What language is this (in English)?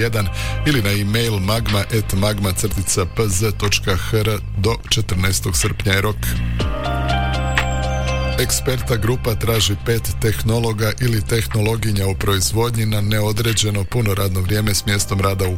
Croatian